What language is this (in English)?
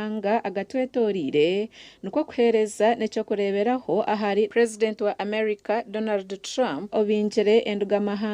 Nyankole